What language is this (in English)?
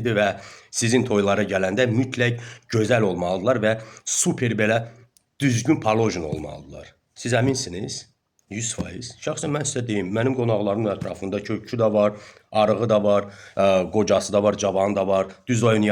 Azerbaijani